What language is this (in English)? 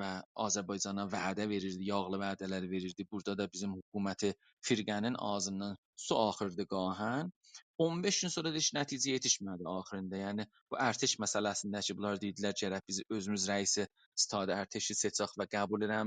South Azerbaijani